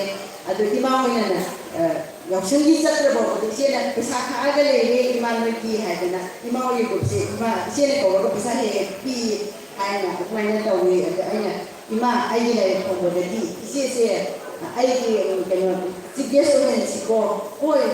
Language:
Manipuri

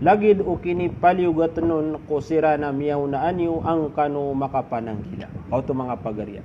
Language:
Maranao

